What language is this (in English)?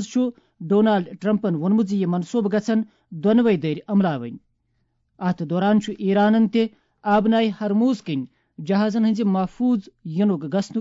Kashmiri